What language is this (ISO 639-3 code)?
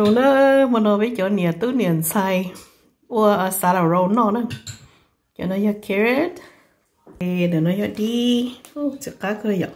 hmn